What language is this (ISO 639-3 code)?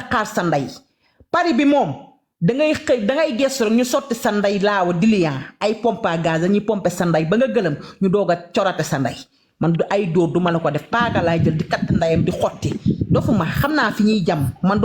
wol